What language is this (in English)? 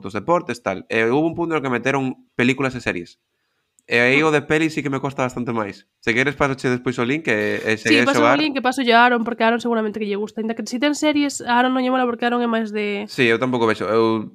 Galician